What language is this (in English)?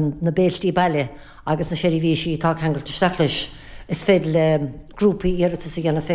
Irish